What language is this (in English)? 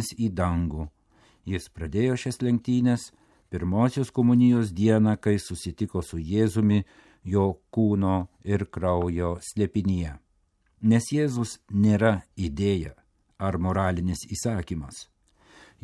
Lithuanian